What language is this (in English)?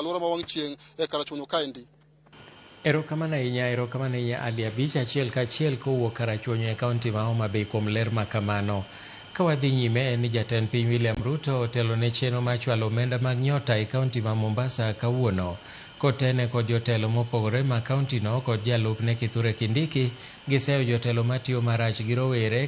Luo (Kenya and Tanzania)